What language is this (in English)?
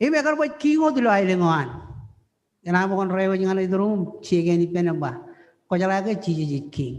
Marshallese